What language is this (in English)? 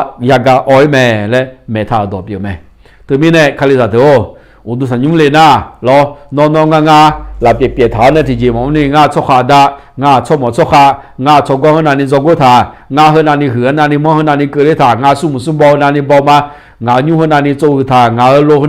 Akha